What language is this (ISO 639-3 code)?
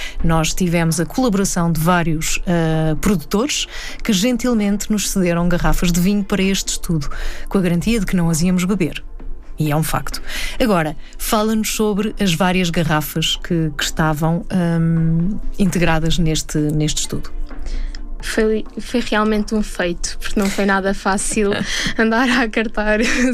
por